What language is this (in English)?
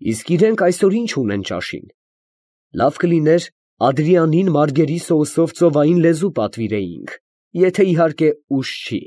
Armenian